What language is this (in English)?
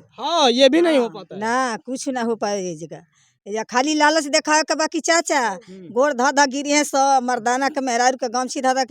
Bhojpuri